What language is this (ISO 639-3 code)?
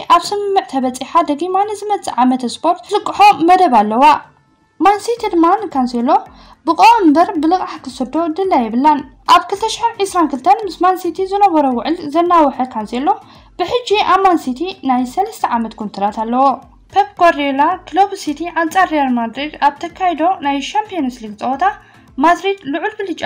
tir